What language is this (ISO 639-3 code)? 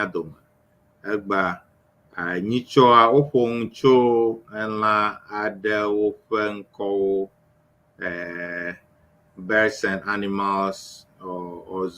ewe